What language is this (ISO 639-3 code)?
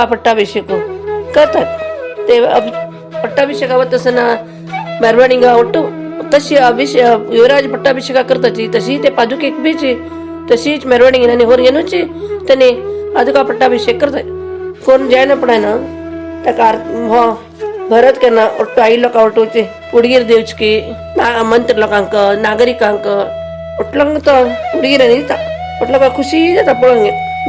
kok